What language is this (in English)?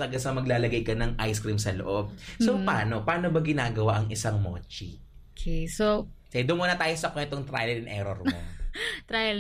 Filipino